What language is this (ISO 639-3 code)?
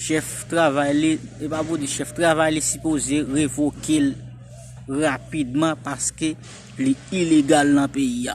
hat